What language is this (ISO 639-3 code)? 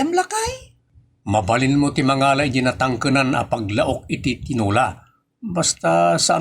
ilo